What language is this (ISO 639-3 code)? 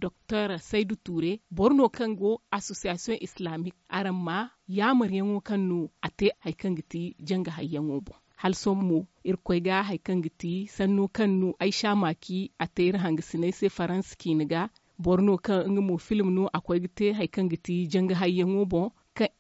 dje